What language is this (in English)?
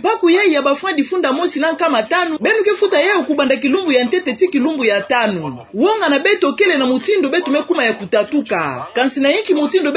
Kituba (Democratic Republic of Congo)